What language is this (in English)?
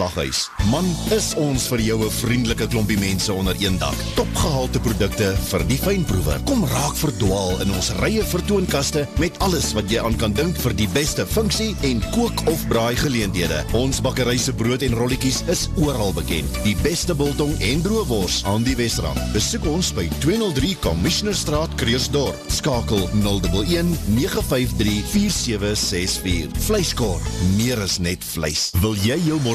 Afrikaans